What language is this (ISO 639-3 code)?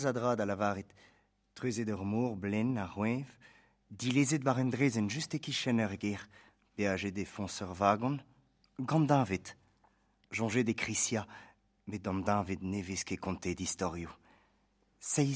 bre